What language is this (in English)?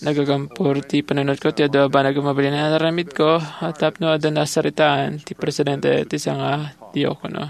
Iloko